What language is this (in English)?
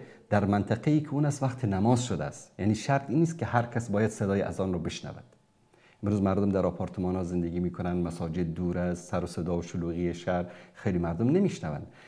Persian